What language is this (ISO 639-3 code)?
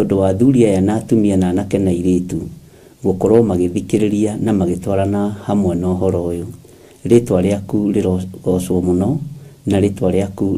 kik